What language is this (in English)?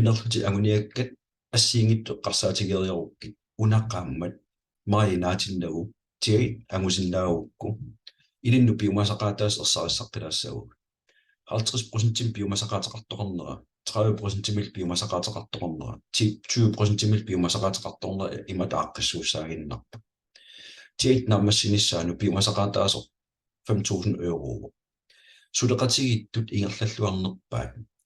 Kalaallisut